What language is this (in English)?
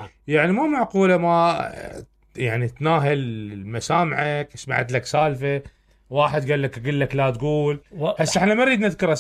Mesopotamian Arabic